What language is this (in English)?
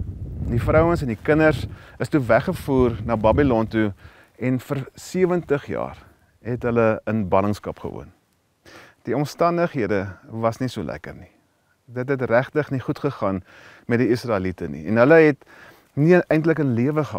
Afrikaans